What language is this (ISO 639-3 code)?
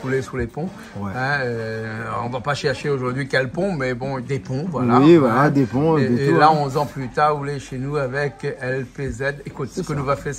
rcf